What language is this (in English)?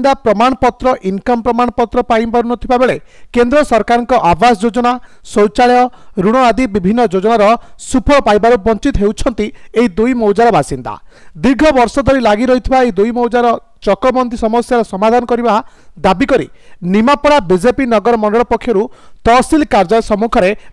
Odia